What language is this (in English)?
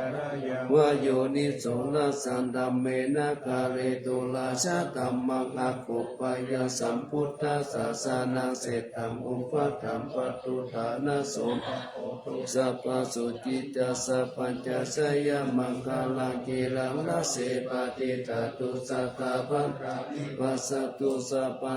Pali